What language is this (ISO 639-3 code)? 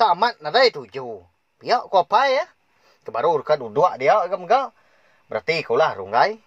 iba